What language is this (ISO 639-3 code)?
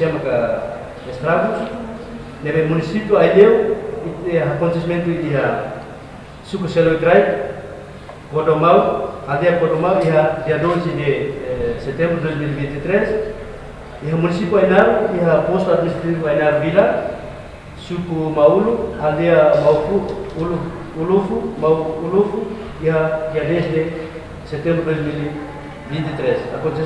tet